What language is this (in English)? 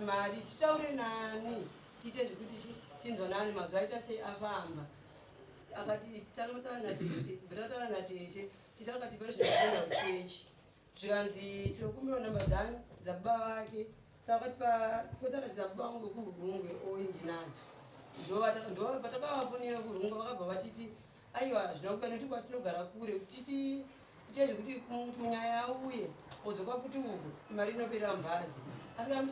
Shona